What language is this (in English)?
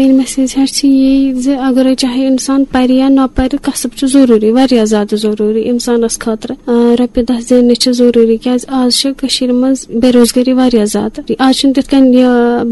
Kashmiri